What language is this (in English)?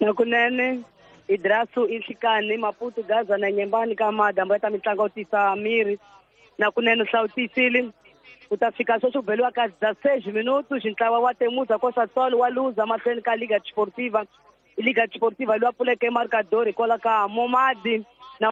Tsonga